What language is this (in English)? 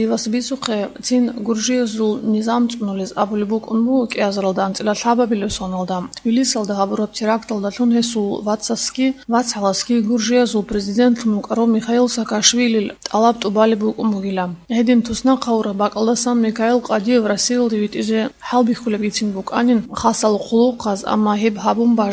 Avaric